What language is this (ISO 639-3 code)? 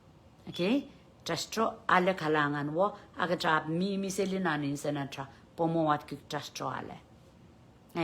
pon